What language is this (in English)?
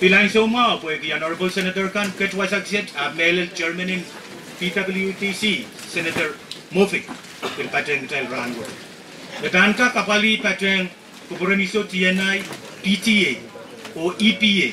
Pohnpeian